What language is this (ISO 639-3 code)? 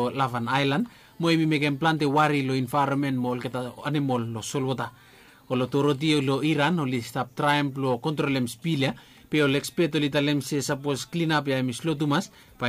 bis